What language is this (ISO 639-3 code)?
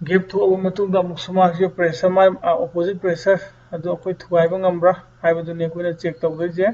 mni